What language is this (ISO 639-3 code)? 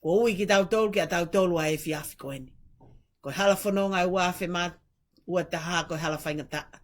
ton